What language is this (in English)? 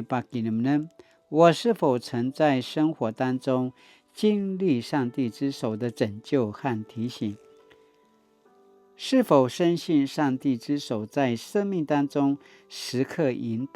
Paiwan